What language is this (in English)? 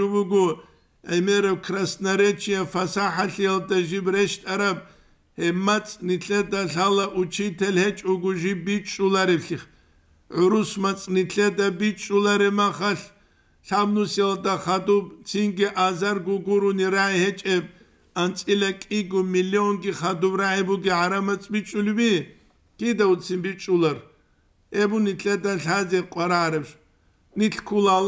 Avaric